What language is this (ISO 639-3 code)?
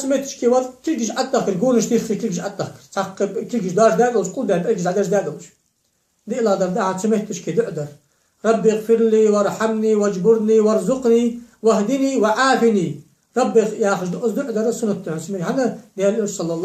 inh